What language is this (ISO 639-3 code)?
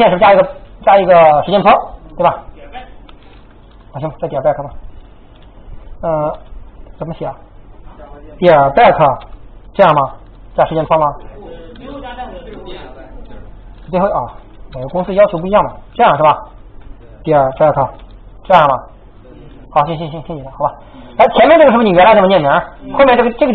zho